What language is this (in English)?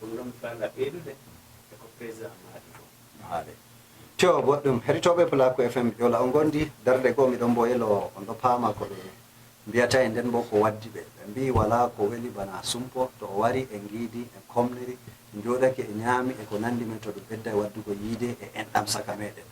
Fula